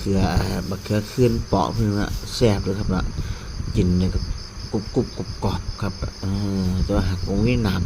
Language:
Northeastern Thai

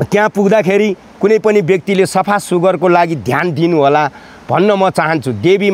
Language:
Nepali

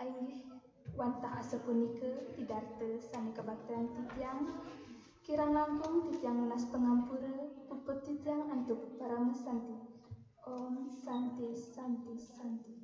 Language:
Balinese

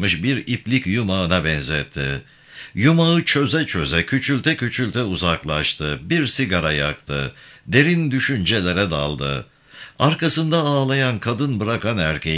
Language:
Turkish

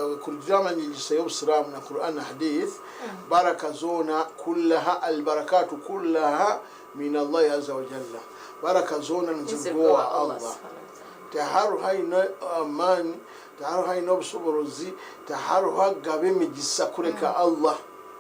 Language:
Nyankole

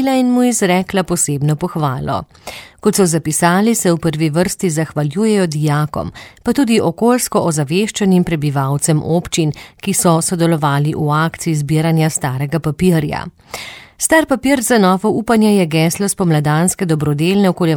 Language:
Slovenian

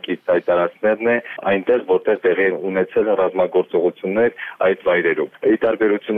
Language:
Armenian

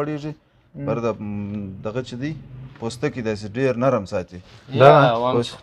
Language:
Pashto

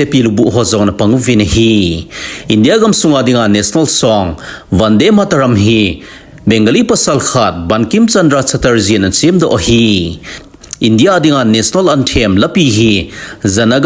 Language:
Thado Chin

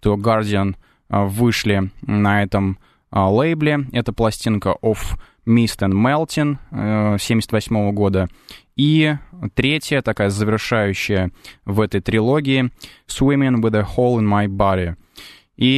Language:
Russian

